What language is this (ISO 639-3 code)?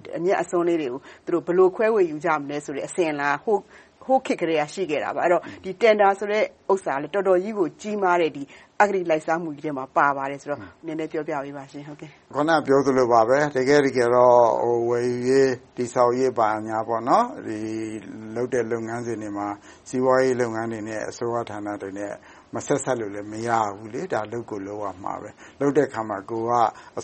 mya